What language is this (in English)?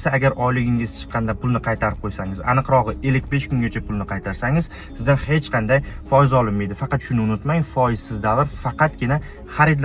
Uzbek